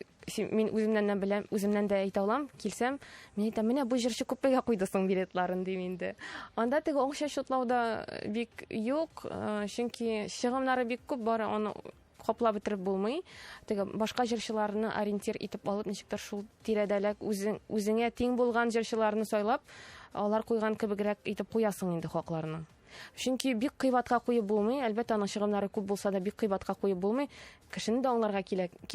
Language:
Tatar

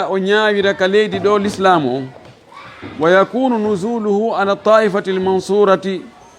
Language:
Fula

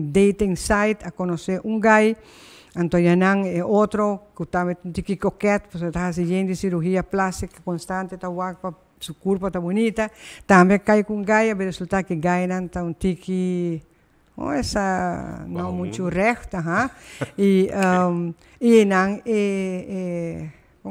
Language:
Papiamento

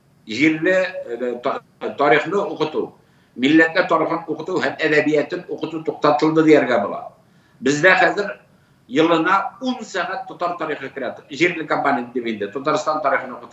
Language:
Tatar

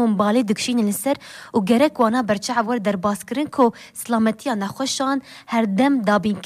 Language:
Kurdish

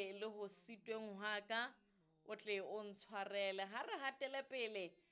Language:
Southern Sotho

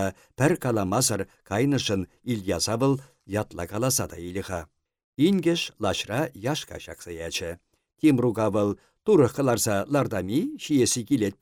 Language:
Chuvash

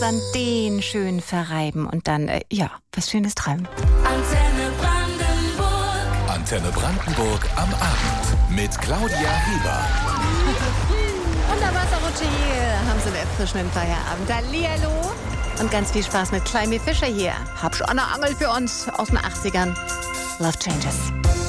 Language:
German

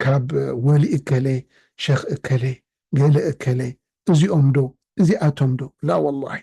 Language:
Tigrinya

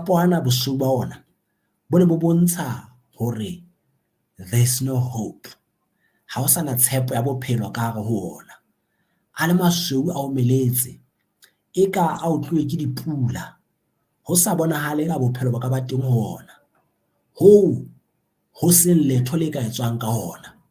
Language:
Southern Sotho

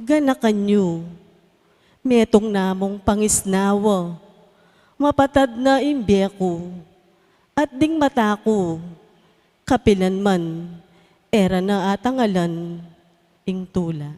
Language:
Pampanga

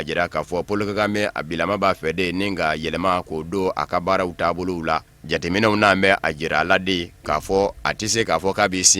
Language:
Bambara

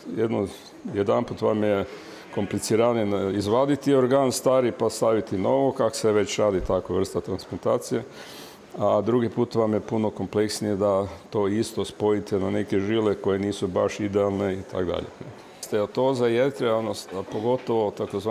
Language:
Croatian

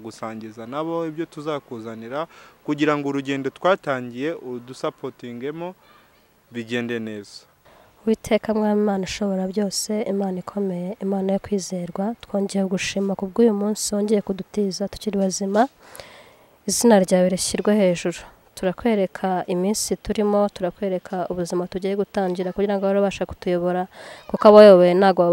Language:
Kinyarwanda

